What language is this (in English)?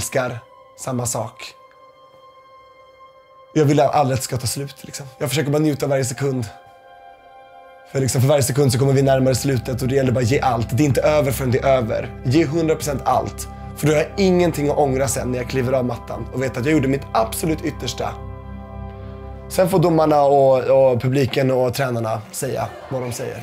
Swedish